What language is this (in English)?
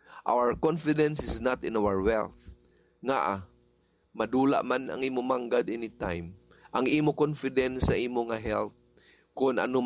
Hiligaynon